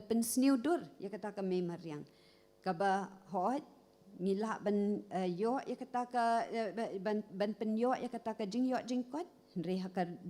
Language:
Khasi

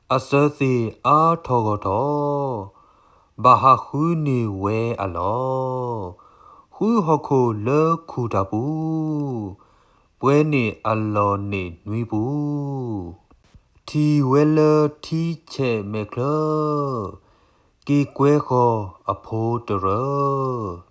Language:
S'gaw Karen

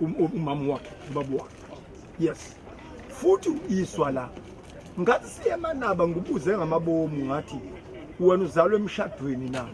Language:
Zulu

